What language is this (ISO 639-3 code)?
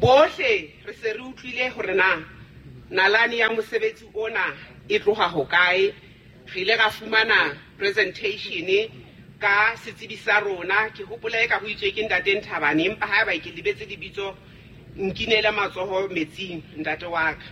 sot